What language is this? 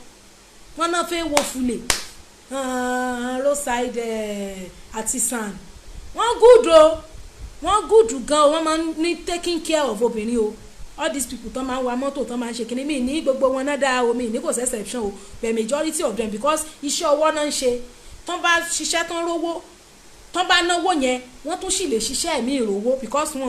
Yoruba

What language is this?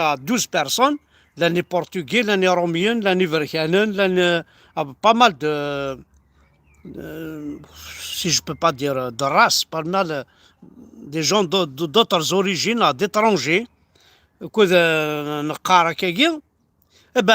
Kabyle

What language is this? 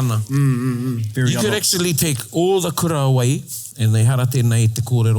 Māori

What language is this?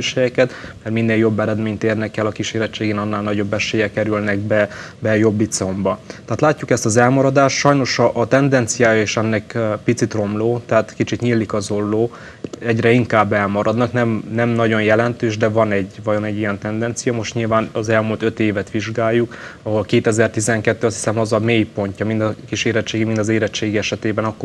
Hungarian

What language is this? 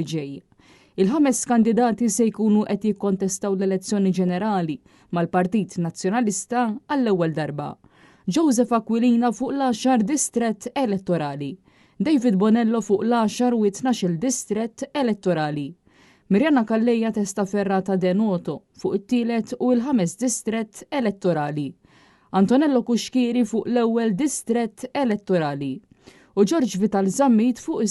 Maltese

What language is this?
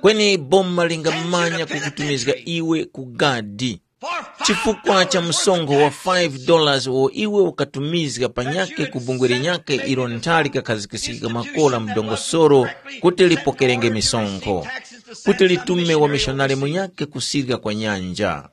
Tumbuka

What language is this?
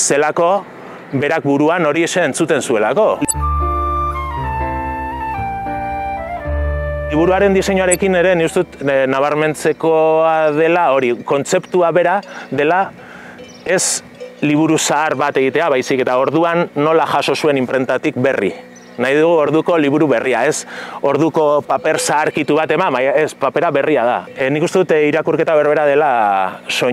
Basque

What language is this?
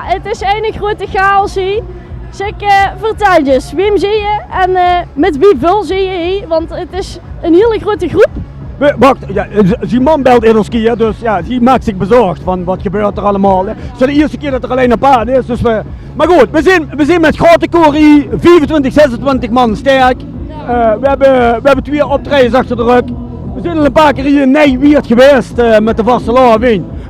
Limburgish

